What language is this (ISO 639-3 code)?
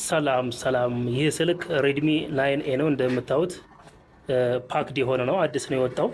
amh